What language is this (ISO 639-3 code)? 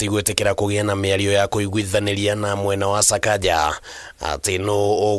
kik